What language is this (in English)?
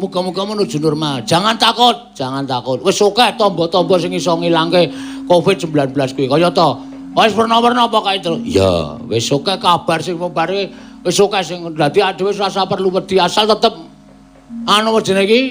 Javanese